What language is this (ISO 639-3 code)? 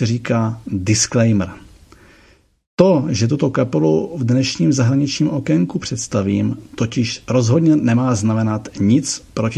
ces